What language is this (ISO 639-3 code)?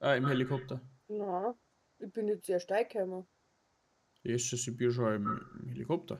bar